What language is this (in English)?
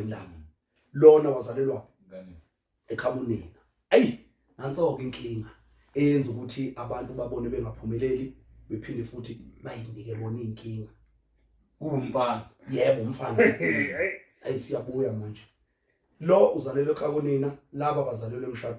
Zulu